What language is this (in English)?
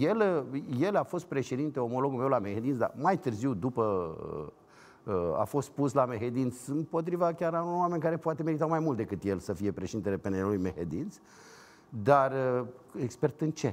Romanian